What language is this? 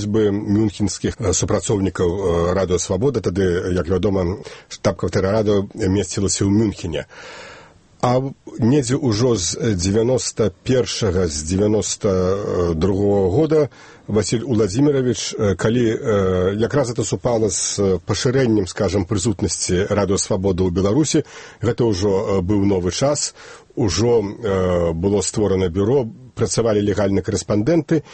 Belarusian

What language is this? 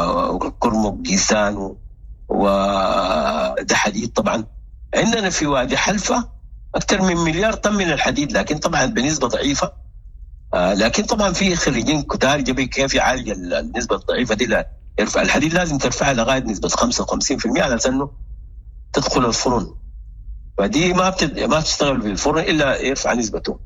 Sudanese Arabic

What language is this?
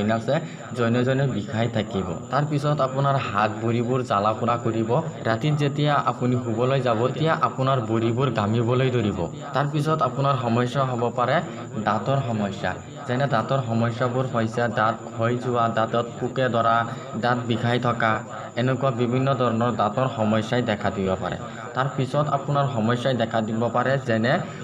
Assamese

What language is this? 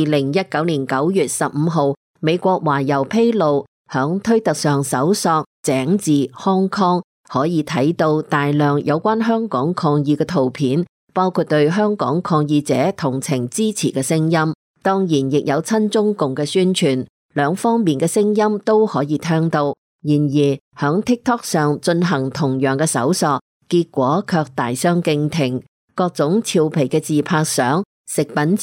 Cantonese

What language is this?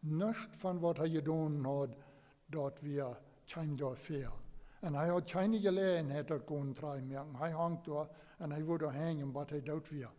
Plautdietsch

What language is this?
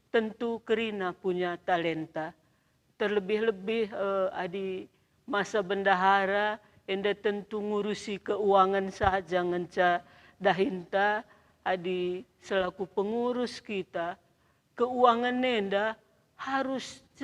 Batak Karo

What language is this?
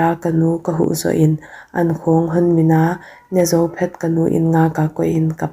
Paite Chin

